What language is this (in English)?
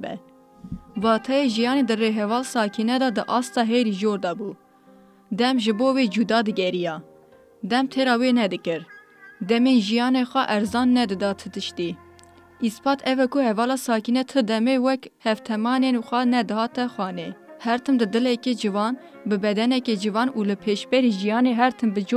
Kurdish